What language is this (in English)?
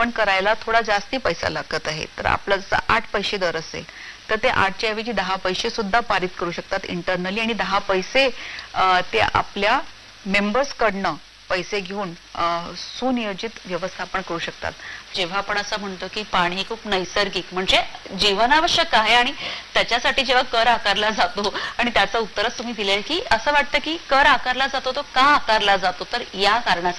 Marathi